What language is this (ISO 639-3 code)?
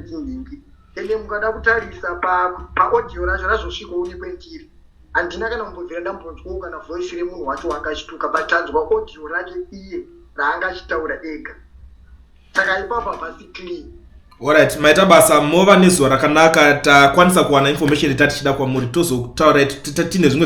sna